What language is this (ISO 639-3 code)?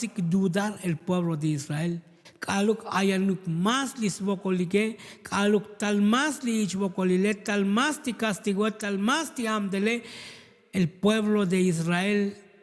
tzo